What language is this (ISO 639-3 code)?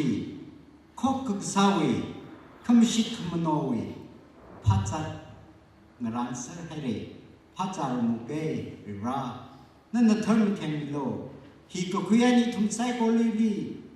nmf